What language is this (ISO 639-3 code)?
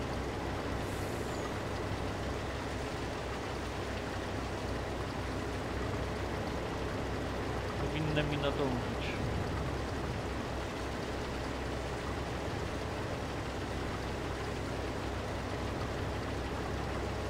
pol